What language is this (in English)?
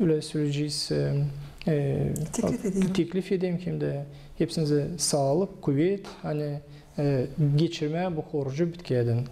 Gagauz